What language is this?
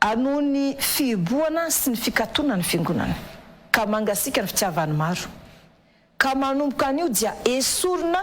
Malagasy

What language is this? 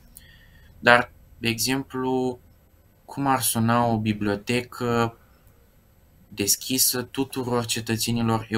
Romanian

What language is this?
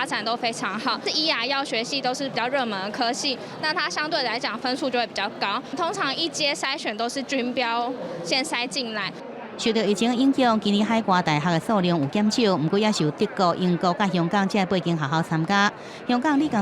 Min Nan Chinese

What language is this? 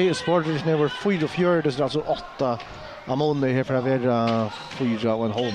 Faroese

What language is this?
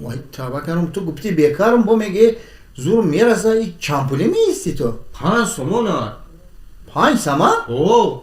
Tajik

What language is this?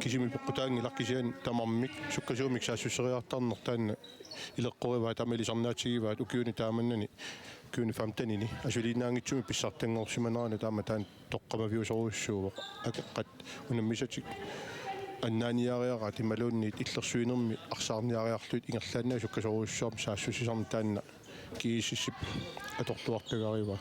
Kalaallisut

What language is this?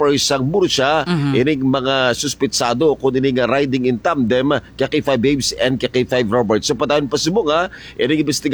Hiligaynon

